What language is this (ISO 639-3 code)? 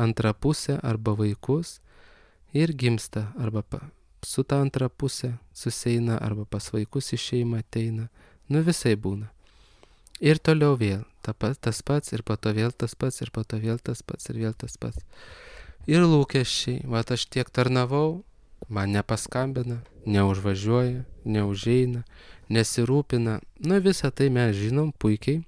lit